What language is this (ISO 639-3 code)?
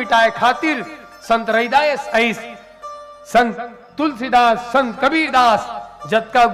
hne